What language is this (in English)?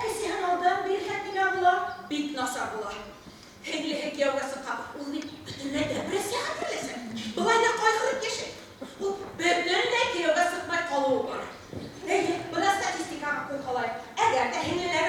Bashkir